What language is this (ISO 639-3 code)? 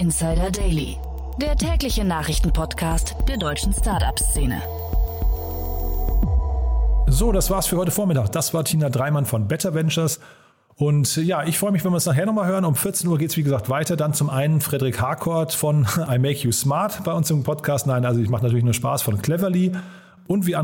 deu